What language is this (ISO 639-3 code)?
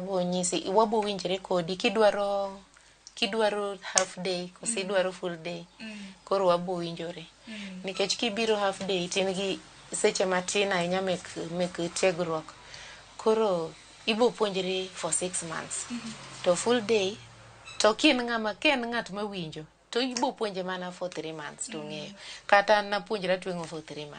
luo